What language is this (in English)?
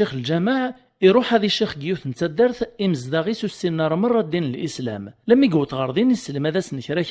Kabyle